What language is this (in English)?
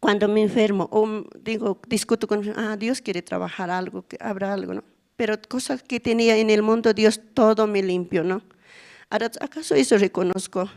South Bolivian Quechua